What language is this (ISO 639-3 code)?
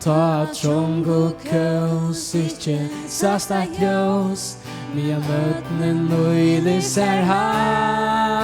fao